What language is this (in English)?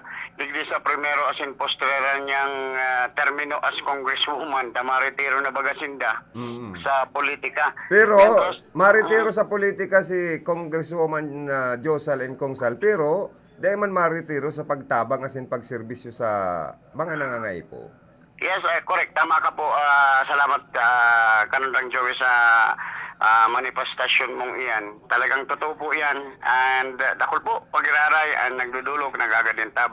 Bikol